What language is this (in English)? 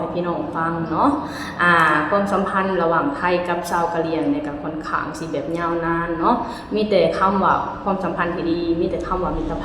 Lao